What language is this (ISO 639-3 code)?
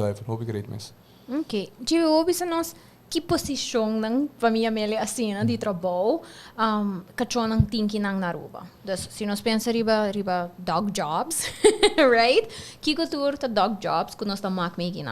pap